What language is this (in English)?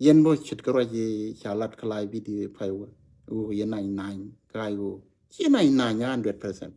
Nuer